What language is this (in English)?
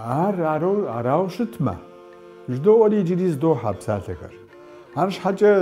Kabardian